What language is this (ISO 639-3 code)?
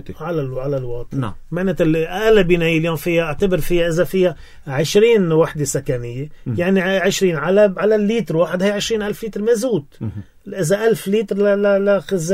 apc